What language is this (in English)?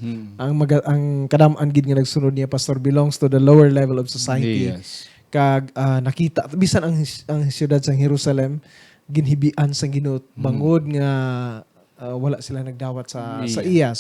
Hiligaynon